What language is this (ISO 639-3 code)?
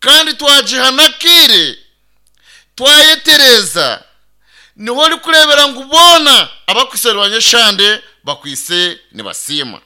nyn